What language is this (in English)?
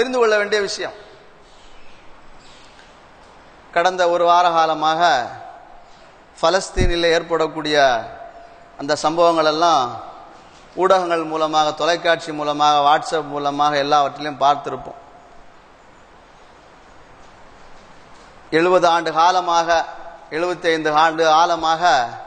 Tamil